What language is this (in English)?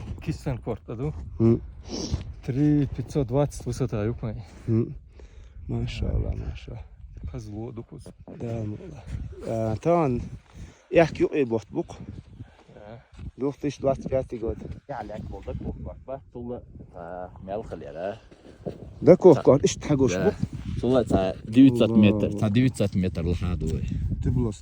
Chechen